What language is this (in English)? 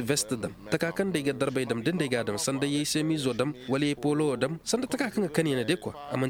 Zarma